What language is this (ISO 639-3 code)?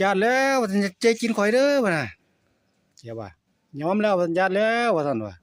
tts